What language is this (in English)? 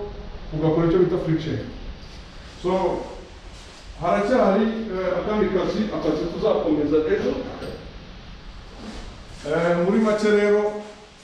Kinyarwanda